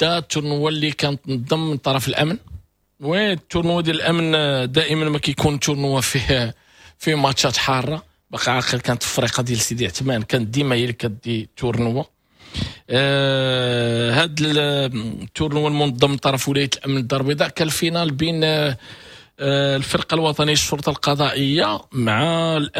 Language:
Moroccan Arabic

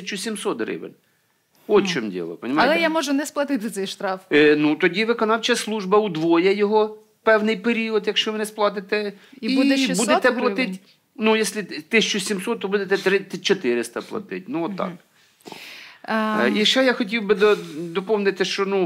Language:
Ukrainian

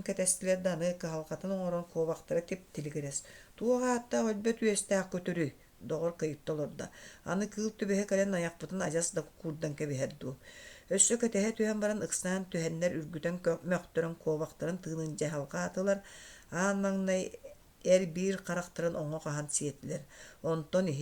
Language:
Yakut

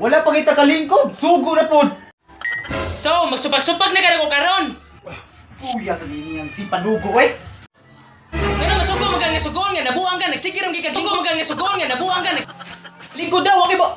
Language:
Cebuano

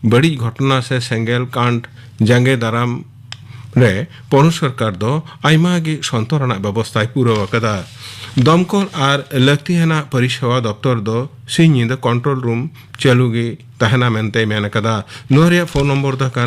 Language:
Santali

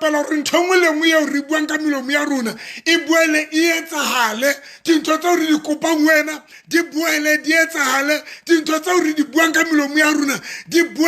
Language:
Southern Sotho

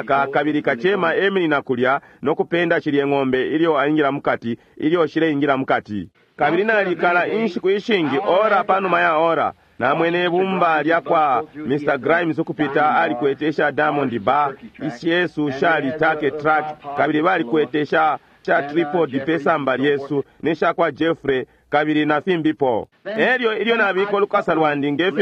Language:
Bemba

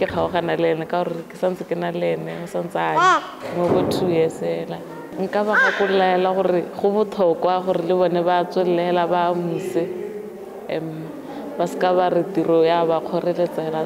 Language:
Tswana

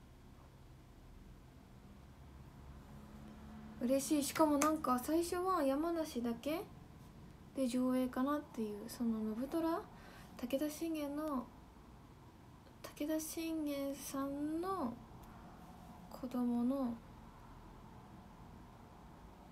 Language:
Japanese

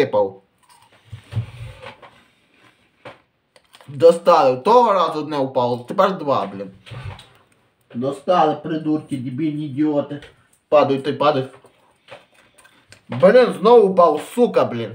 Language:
Ukrainian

